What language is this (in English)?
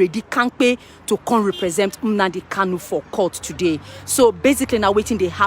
Nigerian Pidgin